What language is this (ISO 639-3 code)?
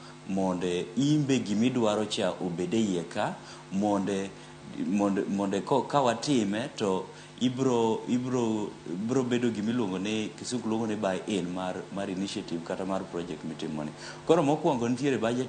luo